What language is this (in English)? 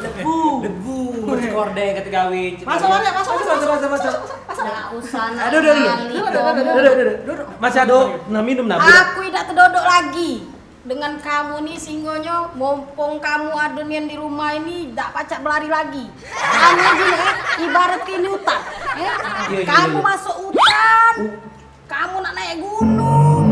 Musi